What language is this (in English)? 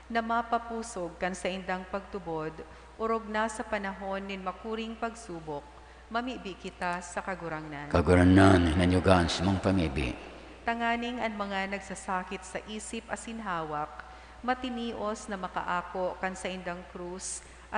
Bikol